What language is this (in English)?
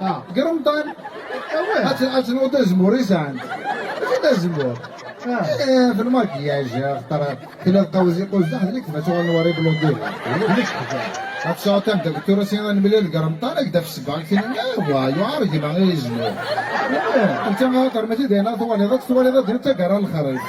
Kabyle